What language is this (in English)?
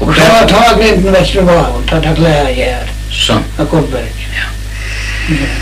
Faroese